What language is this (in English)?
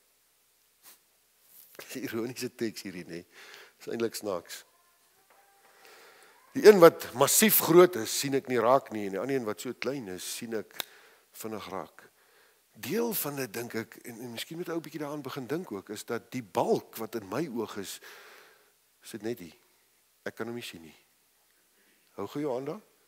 Afrikaans